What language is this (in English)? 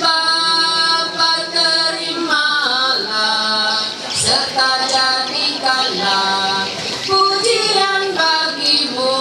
Ma'anyan